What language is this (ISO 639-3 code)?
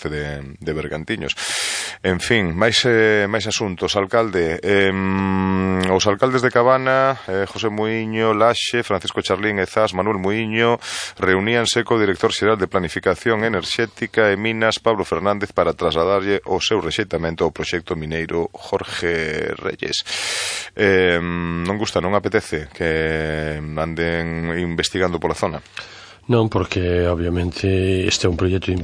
glg